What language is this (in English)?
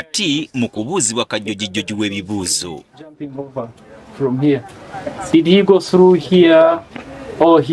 Ganda